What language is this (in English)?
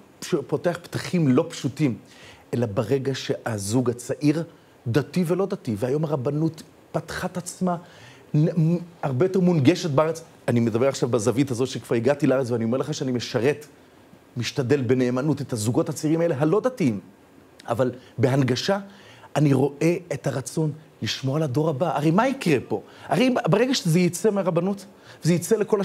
Hebrew